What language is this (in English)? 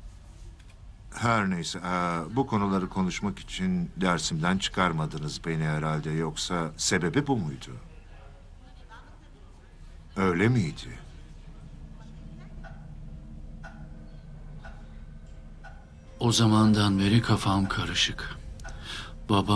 Turkish